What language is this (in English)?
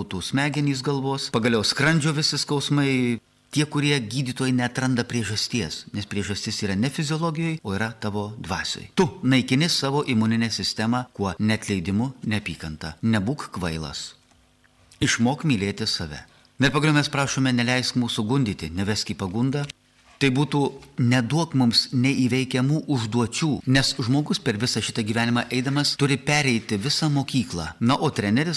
Lithuanian